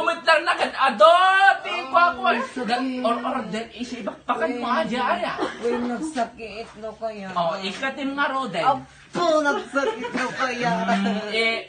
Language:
Iloko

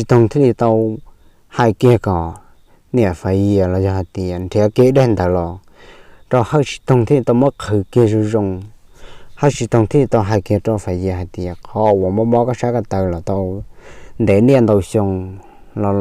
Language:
Hmong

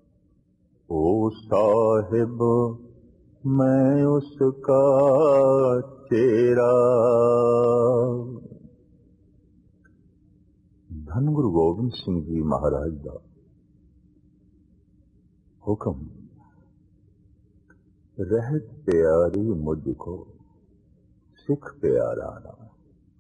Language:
Punjabi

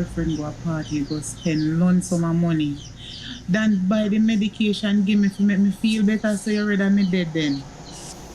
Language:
Jamaican Creole English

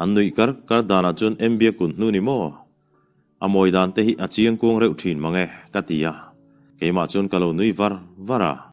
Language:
Mizo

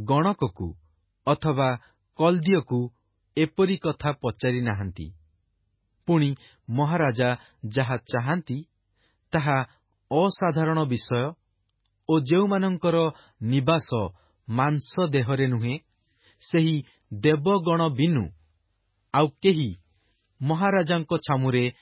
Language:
Odia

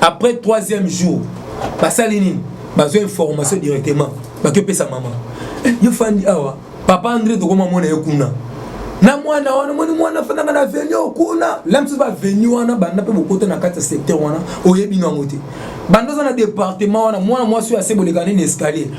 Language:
Lingala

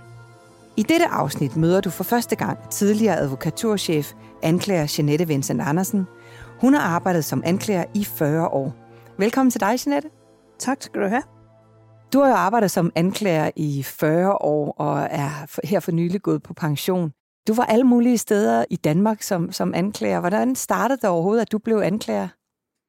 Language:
Danish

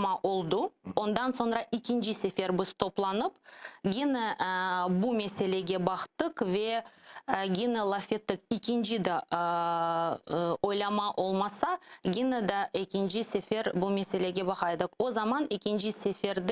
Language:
Crimean Tatar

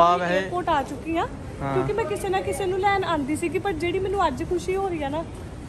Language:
Punjabi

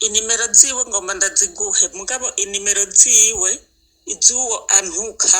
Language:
Rundi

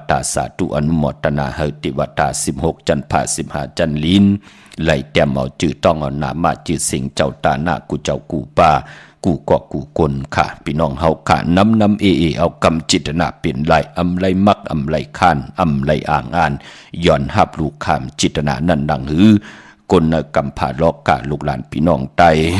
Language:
Shan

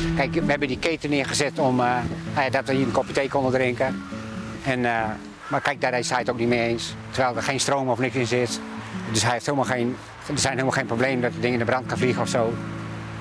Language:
Dutch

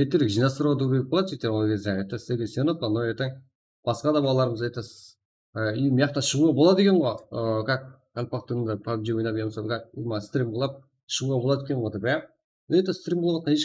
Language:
Kara-Kalpak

